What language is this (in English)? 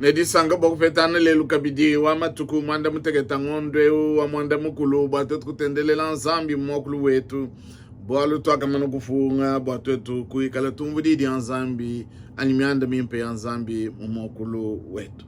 Luba-Lulua